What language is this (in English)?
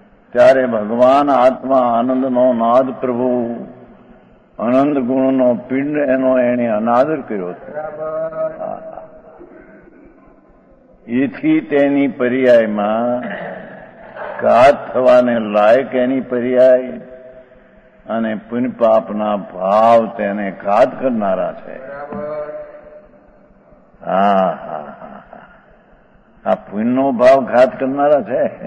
Gujarati